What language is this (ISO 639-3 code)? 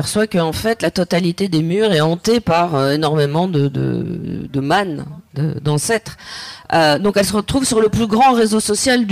fra